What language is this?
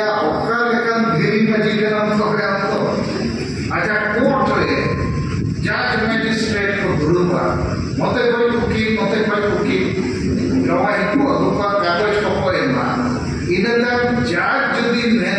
Santali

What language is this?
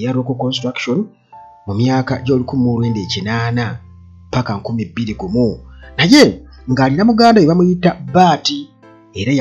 Ganda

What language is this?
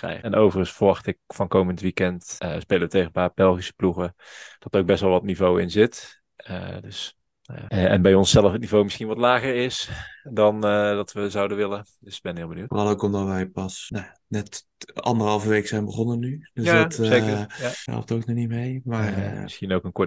Dutch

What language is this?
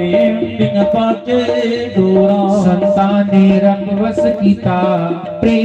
Dogri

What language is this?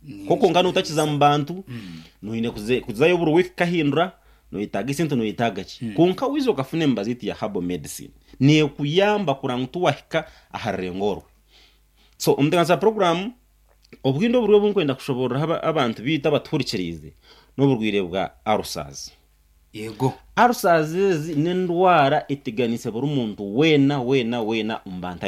Nyankole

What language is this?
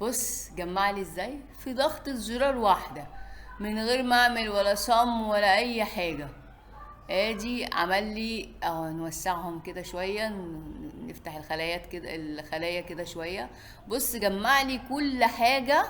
Egyptian Arabic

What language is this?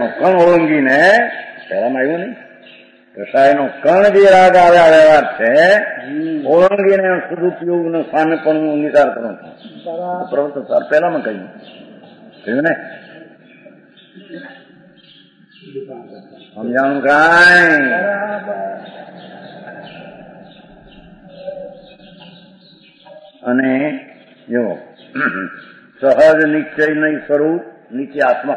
Gujarati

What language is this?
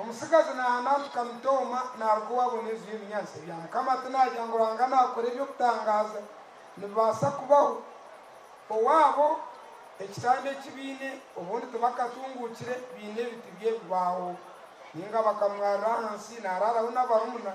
Nyankole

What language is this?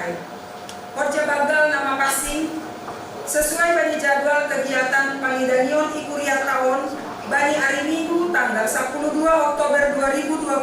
Batak Simalungun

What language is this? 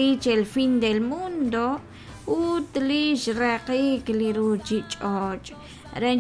Kekchí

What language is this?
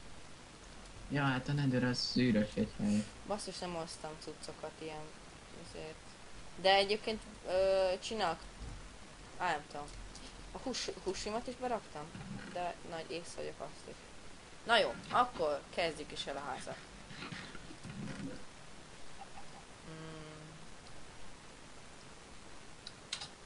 Hungarian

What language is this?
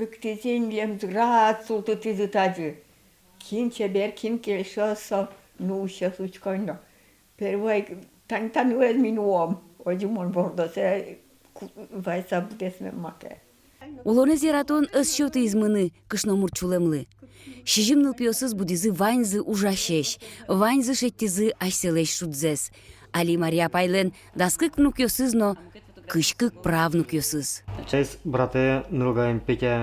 Udmurt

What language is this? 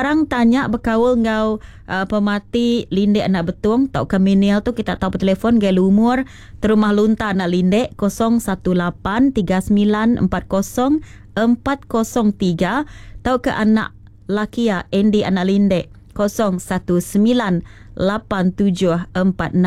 Iban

